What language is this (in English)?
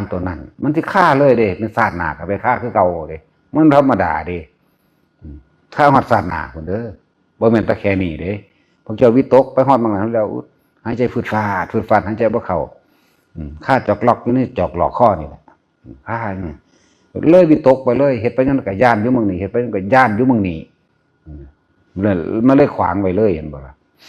Northeastern Thai